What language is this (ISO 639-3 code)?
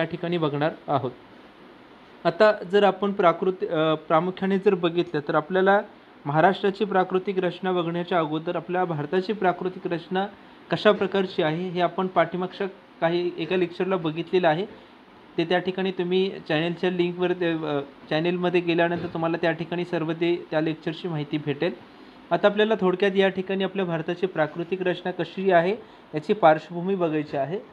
mar